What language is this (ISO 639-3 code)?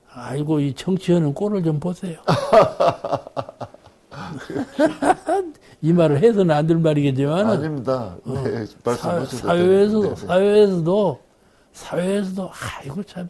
kor